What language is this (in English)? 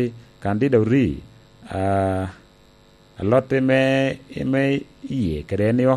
Lango (Uganda)